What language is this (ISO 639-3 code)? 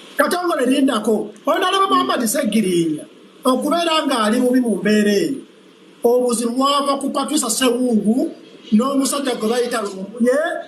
lug